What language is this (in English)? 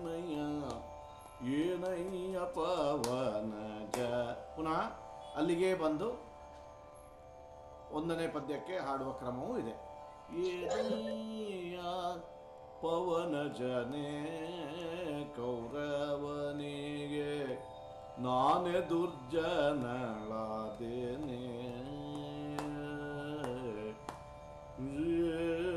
Kannada